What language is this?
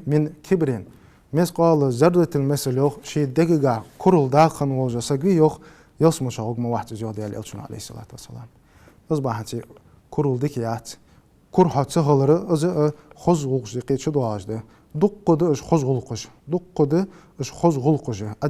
Ingush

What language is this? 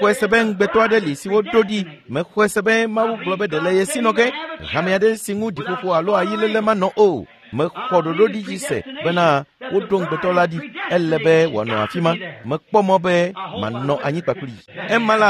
Ewe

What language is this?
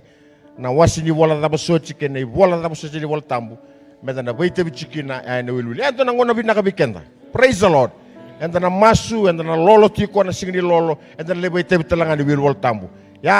Fijian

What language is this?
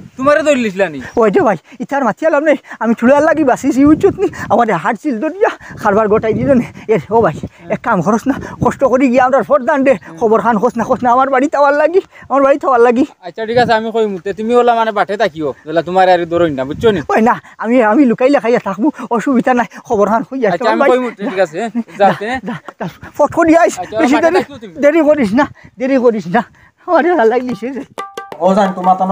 Sylheti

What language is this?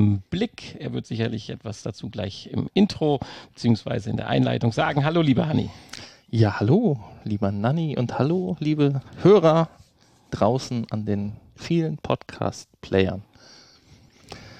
German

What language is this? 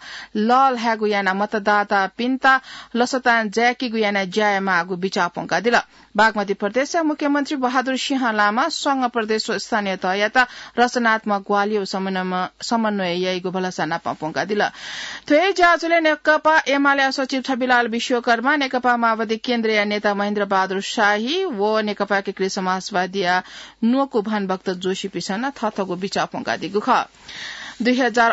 Newari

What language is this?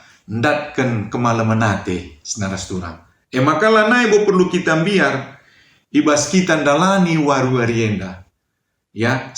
Batak Karo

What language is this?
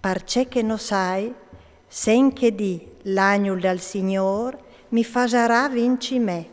Friulian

